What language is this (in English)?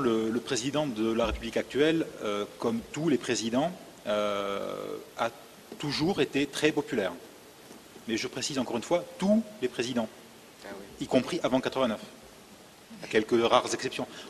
French